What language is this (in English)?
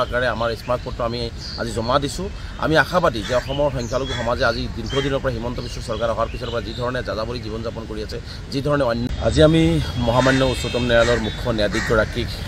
Assamese